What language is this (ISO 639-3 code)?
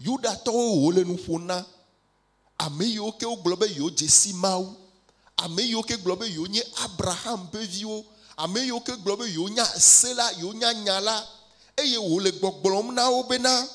ewe